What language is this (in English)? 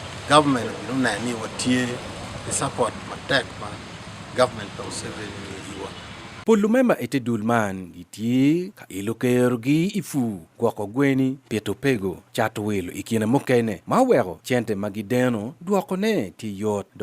Acoli